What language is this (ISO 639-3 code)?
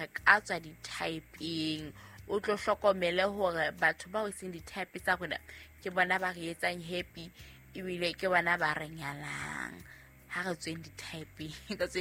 sot